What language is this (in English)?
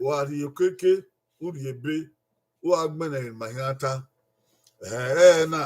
Bini